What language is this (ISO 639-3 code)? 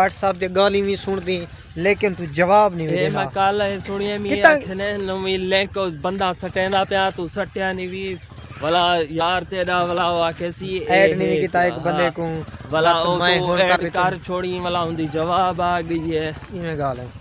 skr